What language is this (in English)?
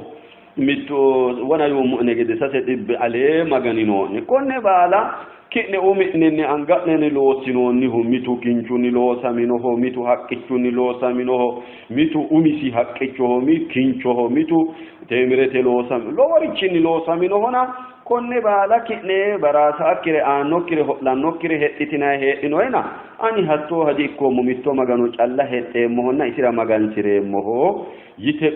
Sidamo